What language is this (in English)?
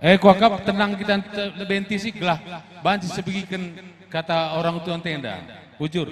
Batak Karo